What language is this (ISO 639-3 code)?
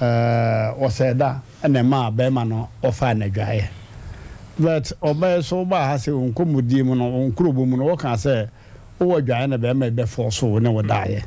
aka